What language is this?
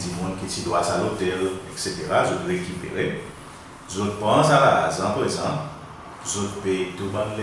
Seselwa Creole French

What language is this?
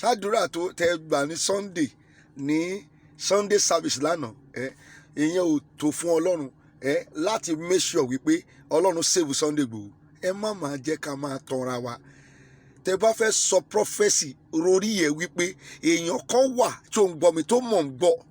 Yoruba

